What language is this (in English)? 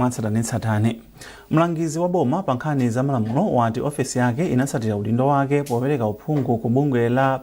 Nyanja